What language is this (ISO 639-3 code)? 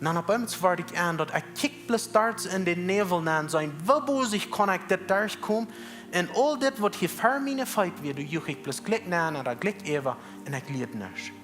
pdt